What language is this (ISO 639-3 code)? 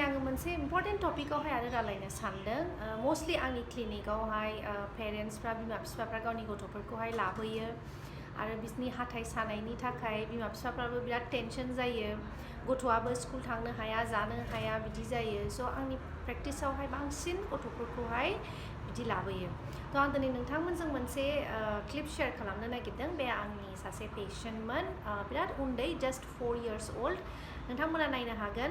brx